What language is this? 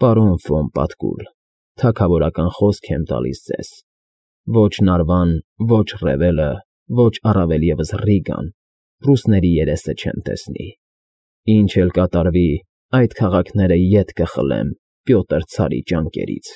Armenian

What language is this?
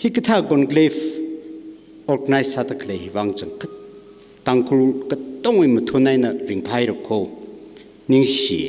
Tangkhul Naga (India)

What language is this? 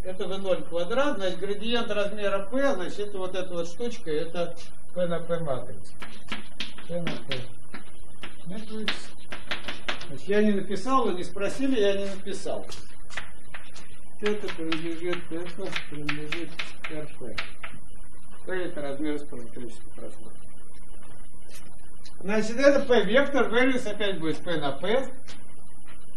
Russian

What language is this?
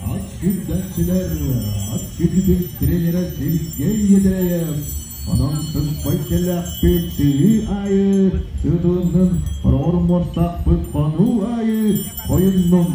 Yakut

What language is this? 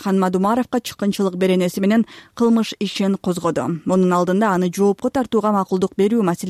Kyrgyz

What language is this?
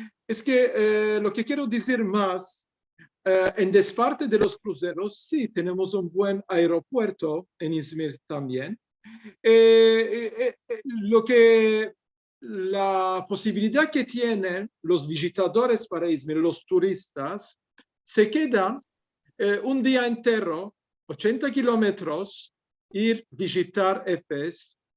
Ladino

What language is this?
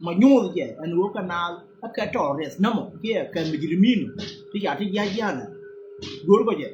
Nuer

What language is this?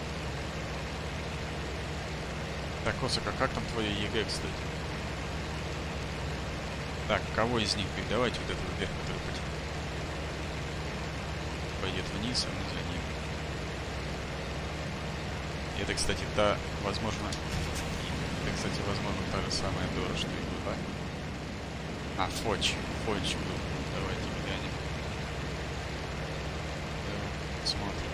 Russian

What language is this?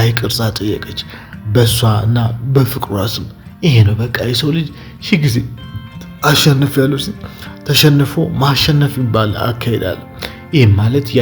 Amharic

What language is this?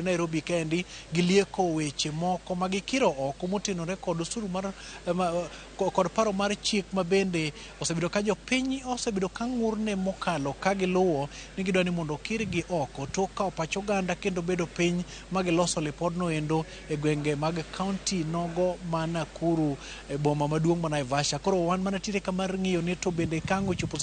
Luo (Kenya and Tanzania)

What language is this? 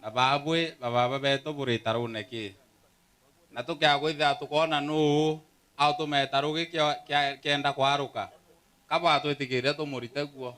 Meru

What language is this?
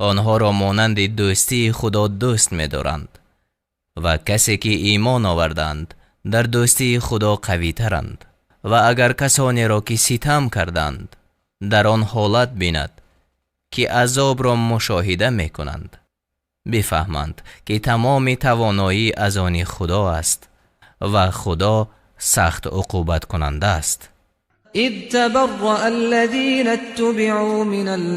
Tajik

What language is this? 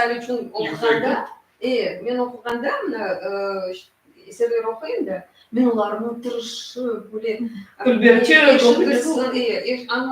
Crimean Tatar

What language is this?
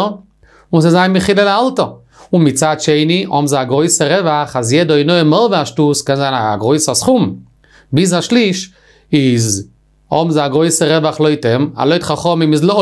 Yiddish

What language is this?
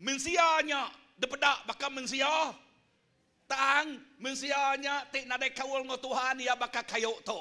Iban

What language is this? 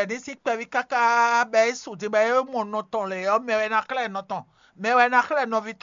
Fon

